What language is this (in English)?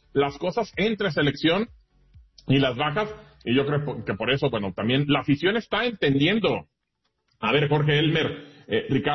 Spanish